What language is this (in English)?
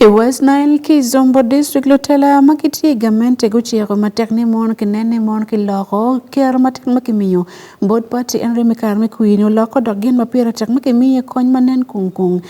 Acoli